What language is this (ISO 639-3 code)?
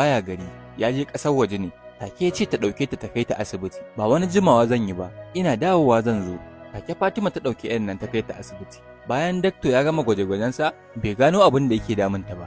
hau